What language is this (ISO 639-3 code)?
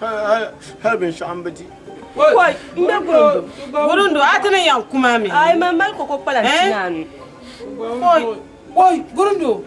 dag